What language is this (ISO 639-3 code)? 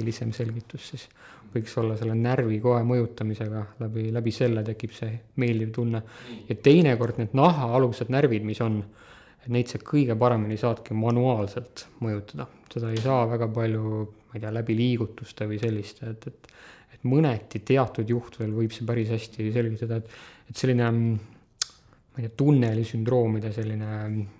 est